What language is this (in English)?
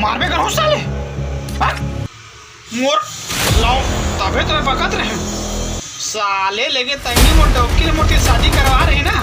Chhattisgarhi